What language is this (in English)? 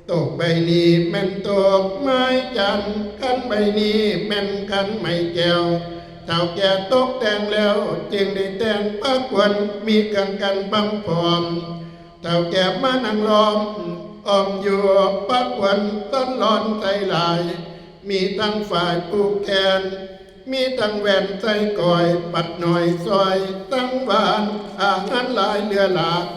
Northeastern Thai